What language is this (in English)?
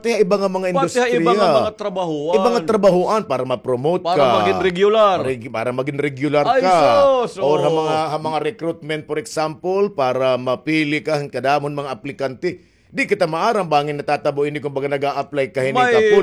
Waray